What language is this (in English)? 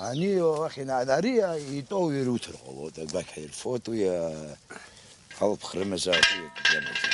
Abkhazian